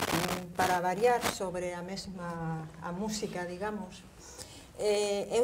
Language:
Galician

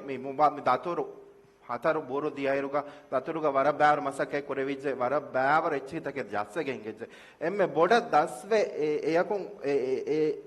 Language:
Divehi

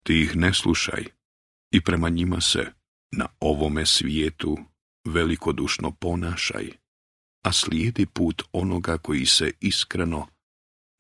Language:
Bosnian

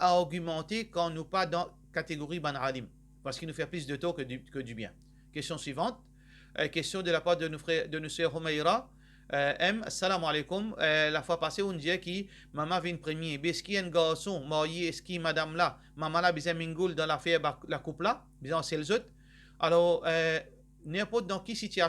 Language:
Morisyen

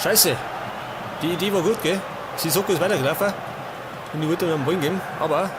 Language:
Bavarian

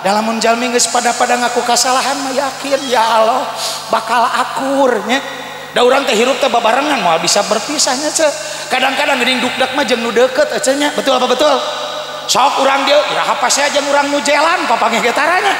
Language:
Sundanese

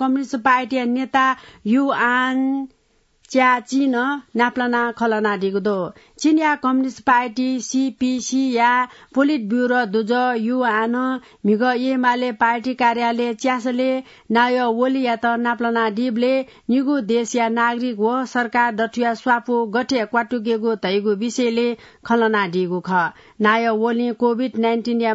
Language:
Newari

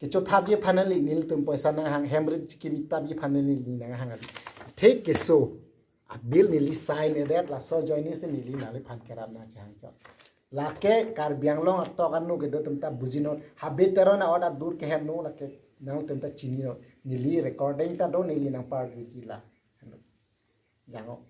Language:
Karbi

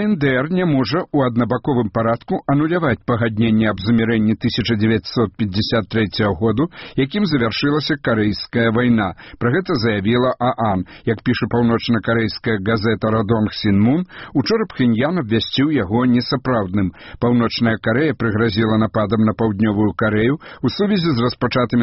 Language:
Belarusian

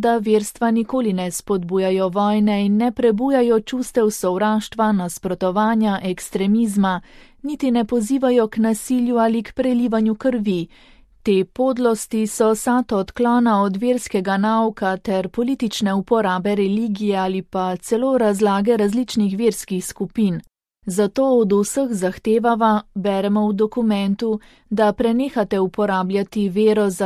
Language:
Slovenian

